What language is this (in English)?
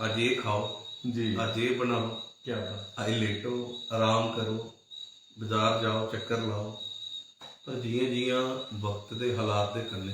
Dogri